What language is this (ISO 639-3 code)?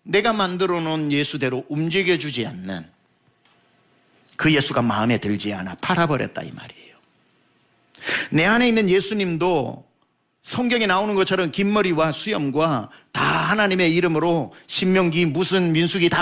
kor